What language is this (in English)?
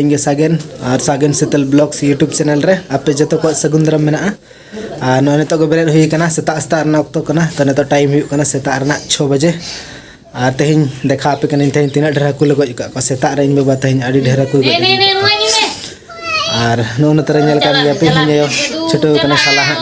Santali